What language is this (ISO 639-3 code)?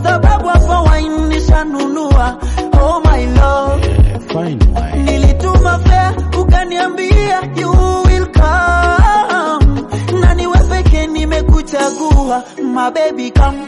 swa